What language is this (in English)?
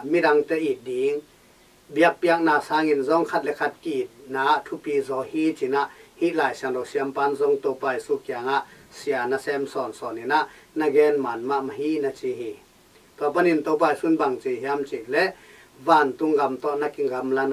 Tedim Chin